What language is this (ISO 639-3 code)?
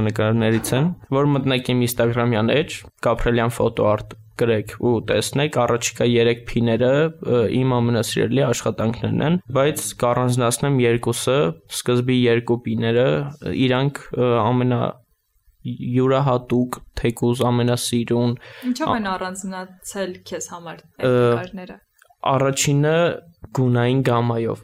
hye